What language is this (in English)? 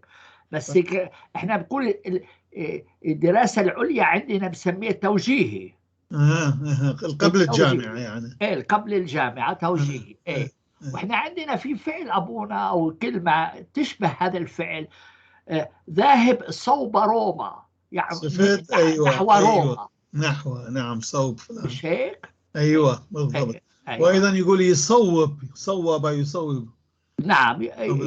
North Levantine Arabic